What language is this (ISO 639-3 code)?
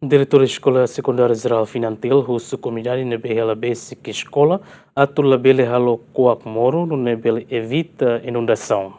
tet